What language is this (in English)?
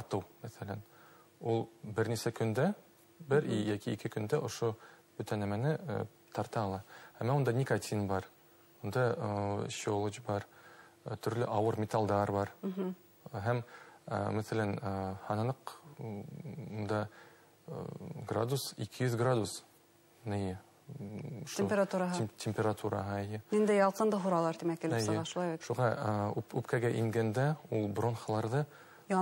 Bashkir